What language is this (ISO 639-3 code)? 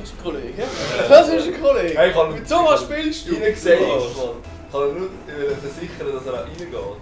gsw